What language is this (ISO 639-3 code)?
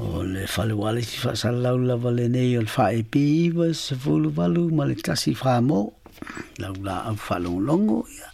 smo